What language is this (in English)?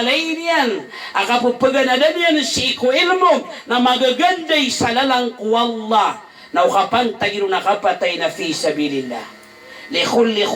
Maranao